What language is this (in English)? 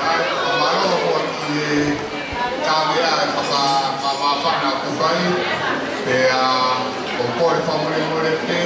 Tongan